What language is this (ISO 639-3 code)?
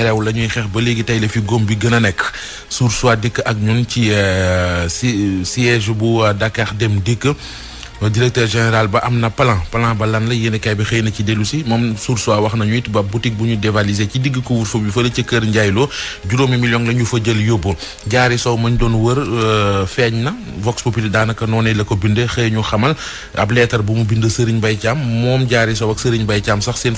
wol